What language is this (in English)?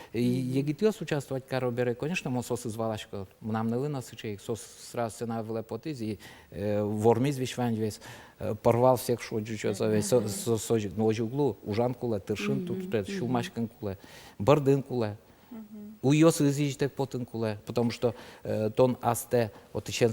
Udmurt